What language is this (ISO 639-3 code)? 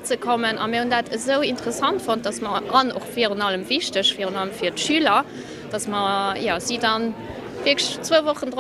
ltz